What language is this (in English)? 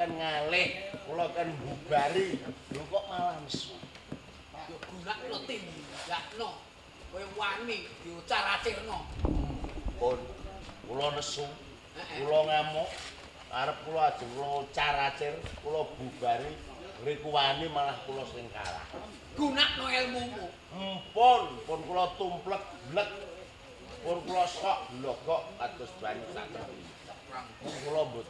Javanese